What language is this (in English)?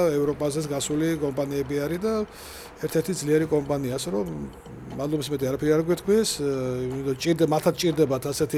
Georgian